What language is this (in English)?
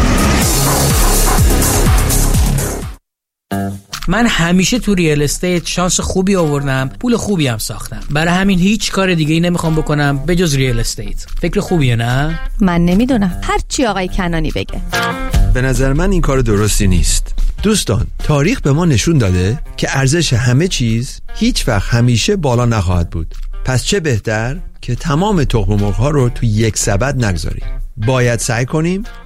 Persian